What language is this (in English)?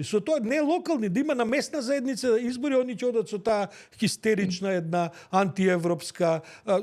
Macedonian